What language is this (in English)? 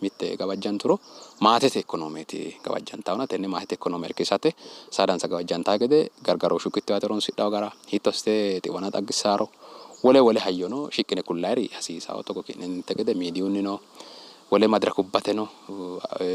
Sidamo